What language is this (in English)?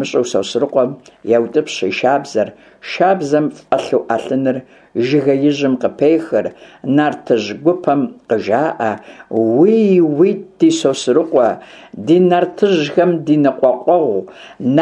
Kabardian